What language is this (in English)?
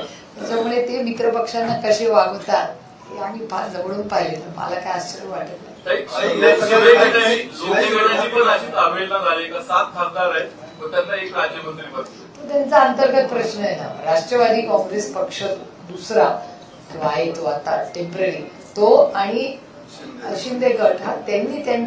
Marathi